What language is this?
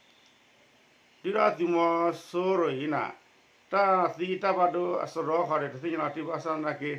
S'gaw Karen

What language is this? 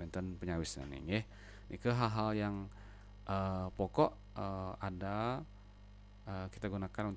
Balinese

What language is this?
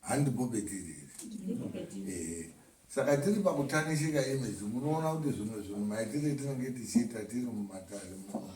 Shona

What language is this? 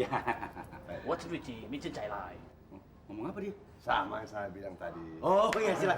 Betawi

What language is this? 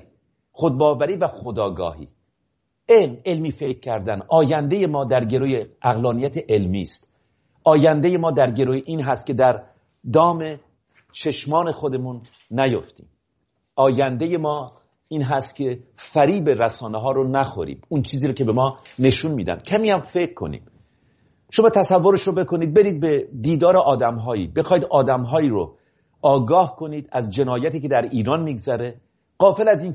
Persian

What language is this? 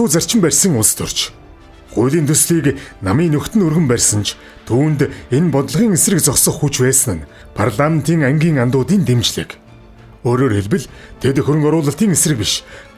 Mongolian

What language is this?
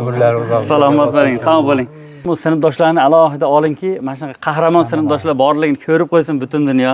Uzbek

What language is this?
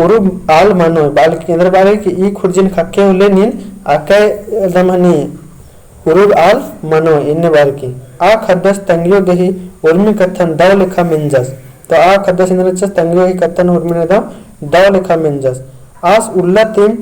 Kurukh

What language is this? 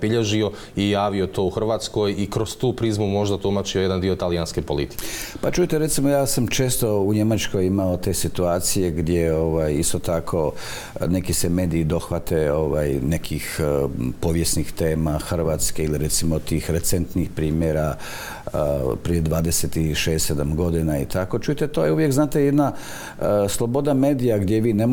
Croatian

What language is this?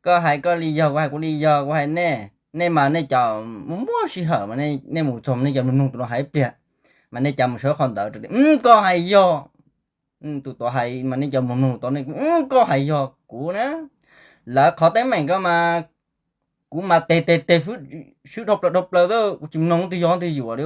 Hmong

